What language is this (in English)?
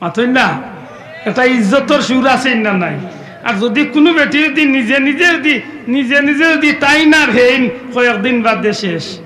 Sylheti